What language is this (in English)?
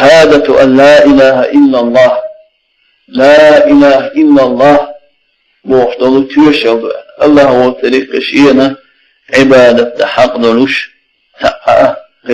Chechen